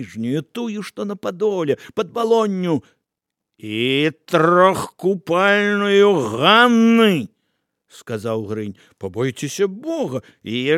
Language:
Belarusian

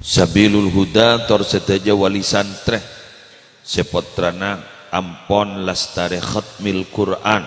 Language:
Madurese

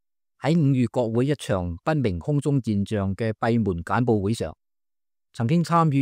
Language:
Cantonese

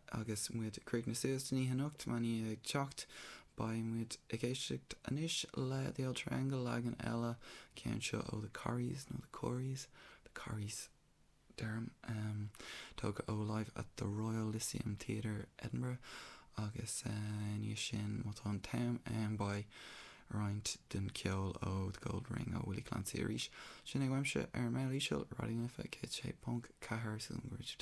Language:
Irish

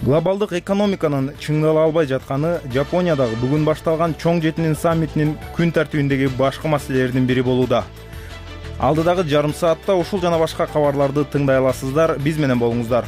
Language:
Kyrgyz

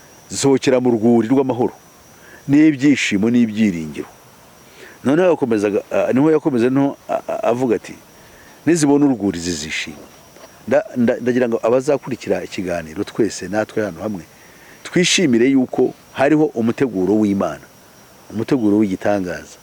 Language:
Kinyarwanda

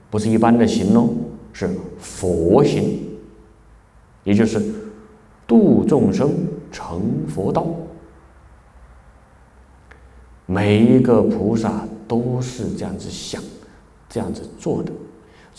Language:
Chinese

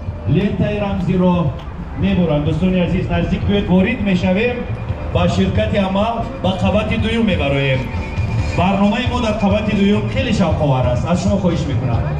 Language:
Tajik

